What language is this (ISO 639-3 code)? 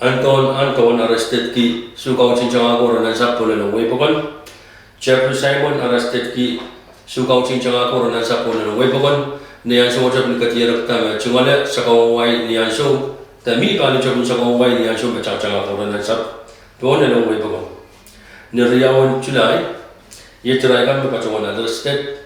pon